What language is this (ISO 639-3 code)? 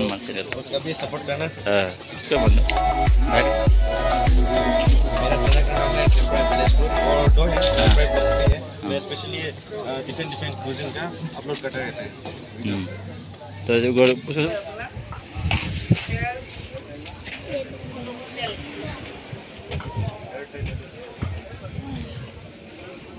hin